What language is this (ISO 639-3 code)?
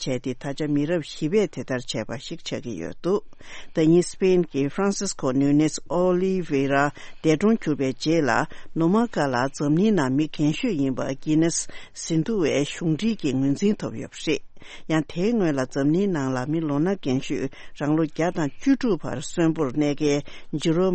bod